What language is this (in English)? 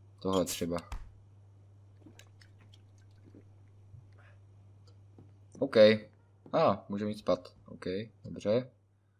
Czech